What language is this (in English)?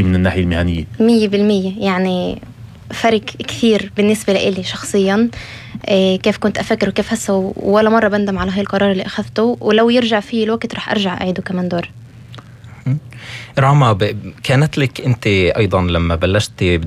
North Levantine Arabic